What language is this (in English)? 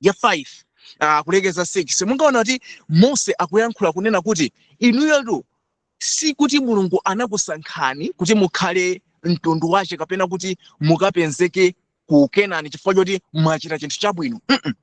Nyanja